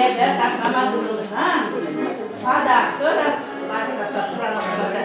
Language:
Chuvash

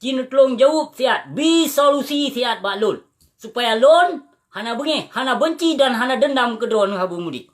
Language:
Achinese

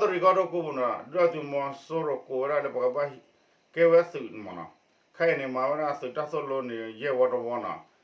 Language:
S'gaw Karen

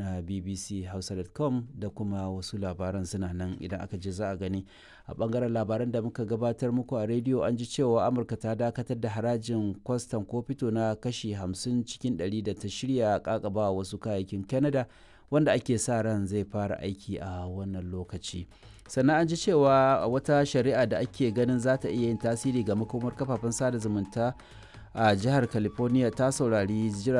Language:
Hausa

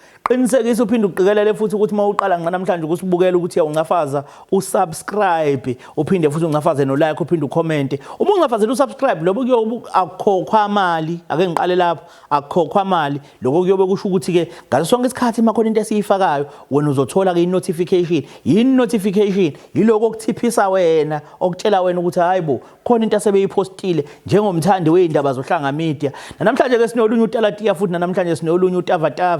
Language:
Zulu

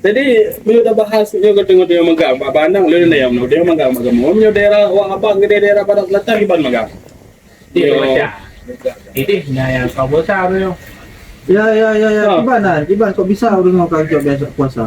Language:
Achinese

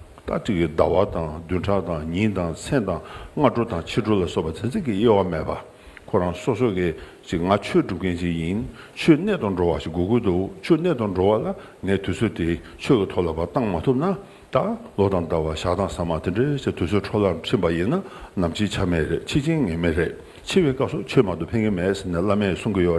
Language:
Tibetan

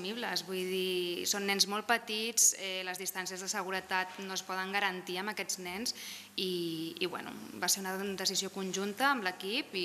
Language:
Catalan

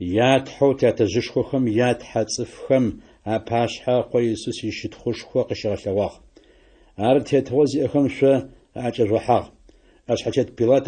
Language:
Adyghe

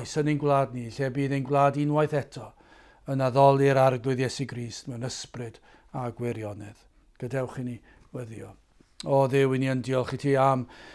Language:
Welsh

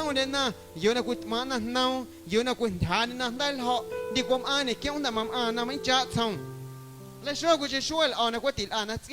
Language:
Guerrero Amuzgo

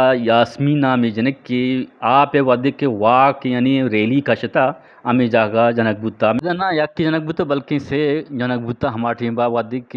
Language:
Eastern Balochi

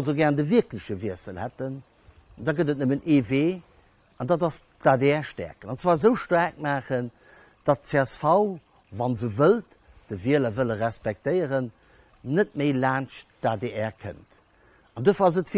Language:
Luxembourgish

